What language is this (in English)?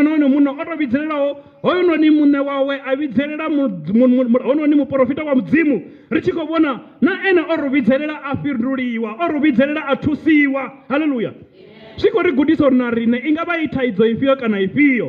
Venda